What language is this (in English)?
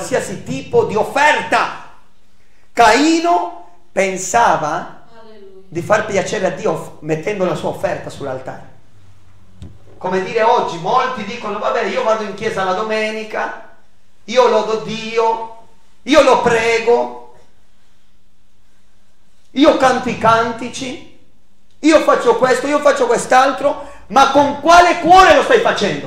Italian